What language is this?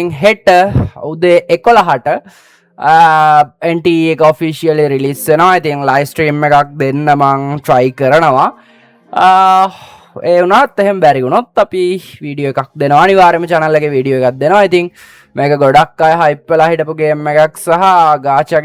Sinhala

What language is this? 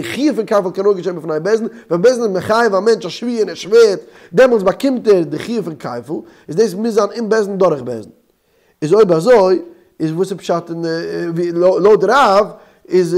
Yiddish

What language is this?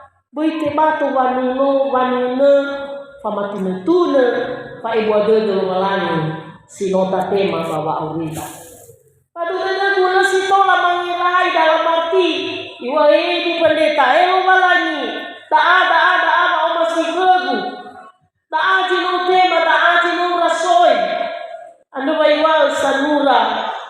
Nias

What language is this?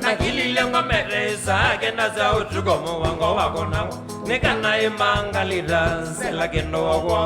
Kamba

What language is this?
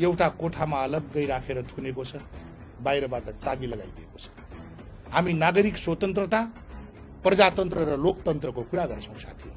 Nepali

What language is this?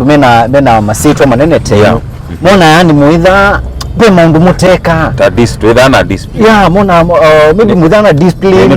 Kamba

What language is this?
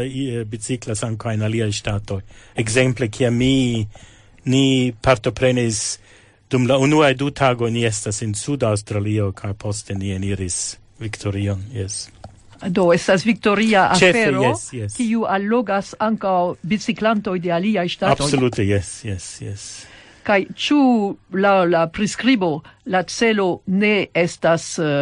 Esperanto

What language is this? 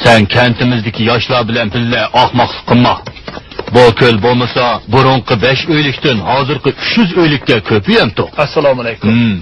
Uyghur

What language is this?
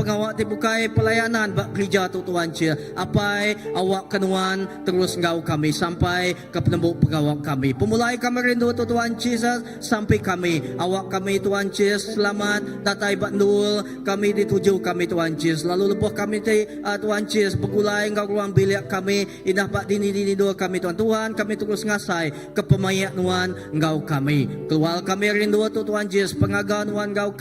Iban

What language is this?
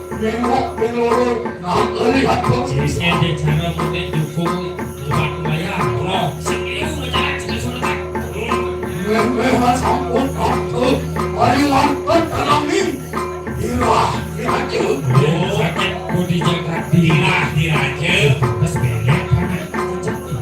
Balinese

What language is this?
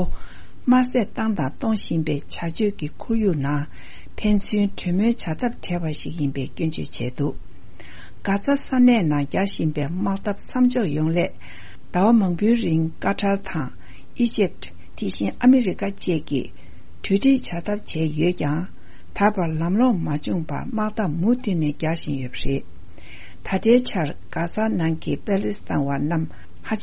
Tibetan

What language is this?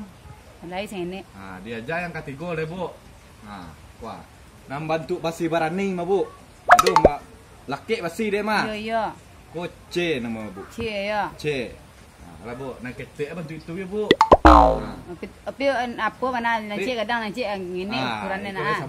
Minangkabau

